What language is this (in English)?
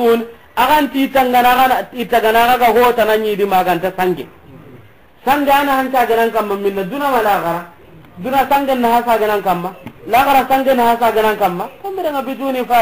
Soninke